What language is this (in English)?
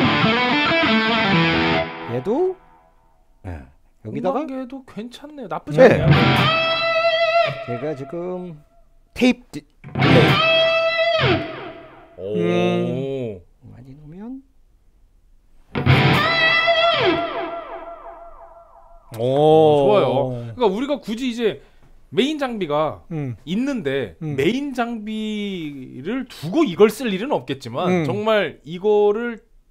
Korean